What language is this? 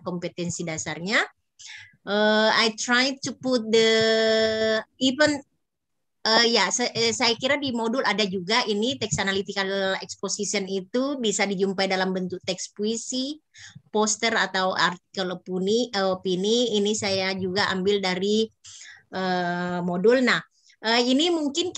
Indonesian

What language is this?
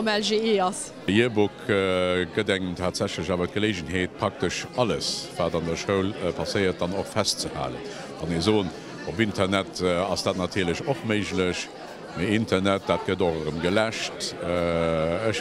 Luxembourgish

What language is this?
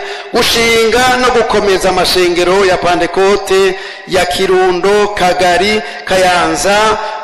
Rundi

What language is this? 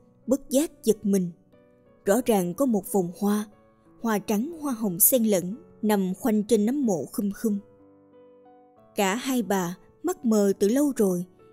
Vietnamese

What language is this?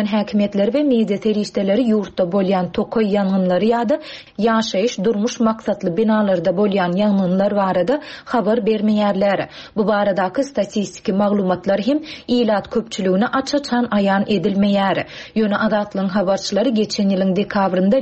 Turkmen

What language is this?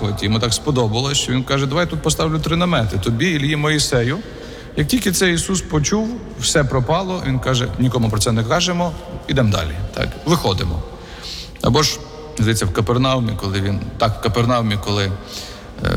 Ukrainian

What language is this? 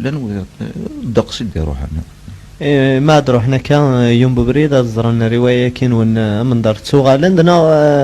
Kabyle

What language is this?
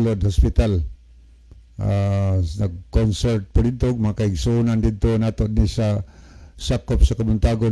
Cebuano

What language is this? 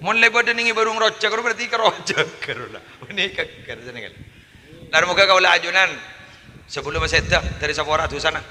Madurese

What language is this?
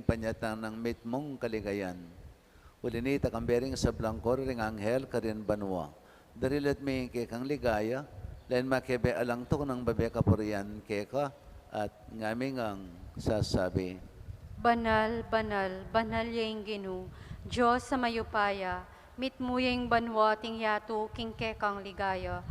Pampanga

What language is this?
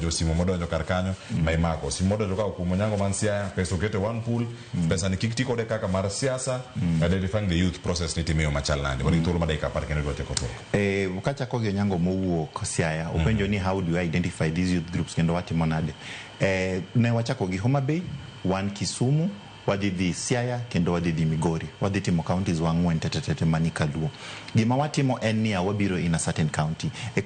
Luo (Kenya and Tanzania)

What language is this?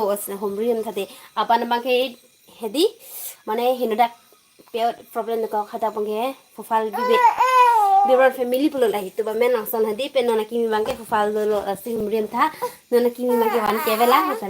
Karbi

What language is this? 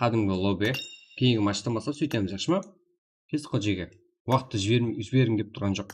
Kara-Kalpak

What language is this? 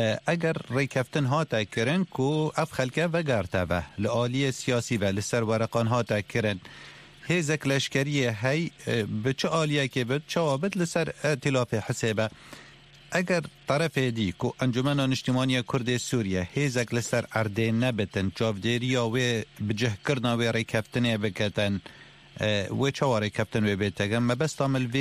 Kurdish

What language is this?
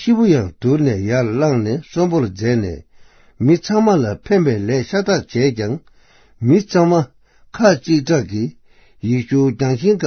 Tibetan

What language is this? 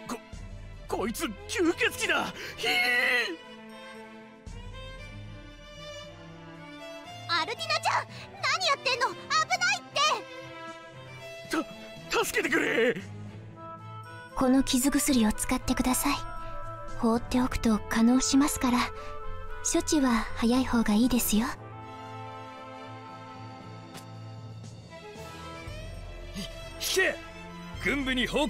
Japanese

